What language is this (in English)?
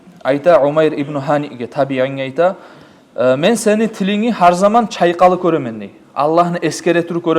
Kumyk